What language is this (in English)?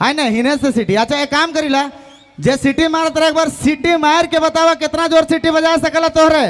Sadri